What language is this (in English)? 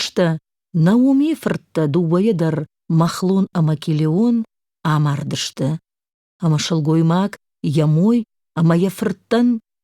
Ossetic